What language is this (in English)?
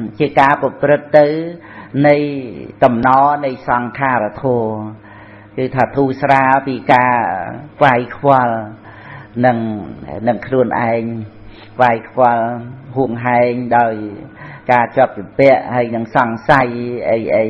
Khmer